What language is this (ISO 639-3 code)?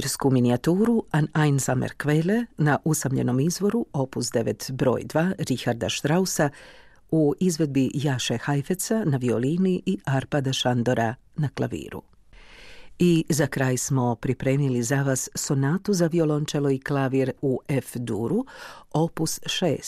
hrv